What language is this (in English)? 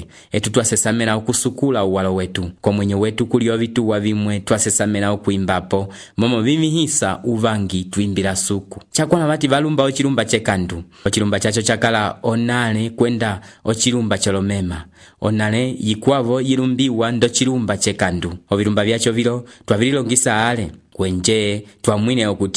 Umbundu